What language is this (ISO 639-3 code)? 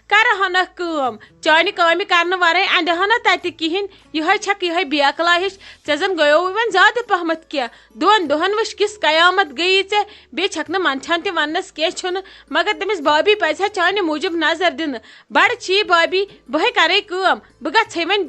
kas